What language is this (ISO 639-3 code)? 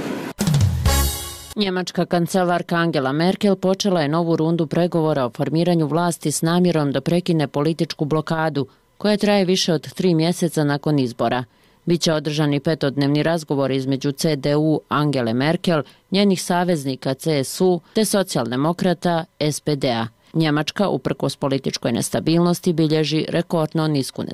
bos